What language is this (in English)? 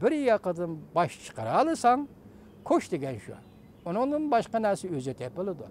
Uyghur